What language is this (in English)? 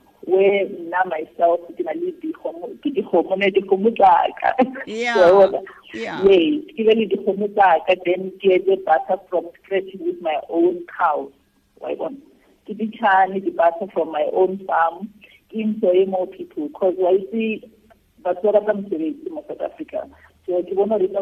Tswana